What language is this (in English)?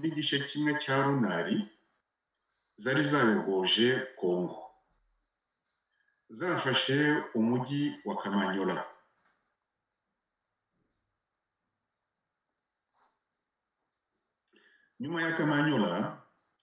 Kinyarwanda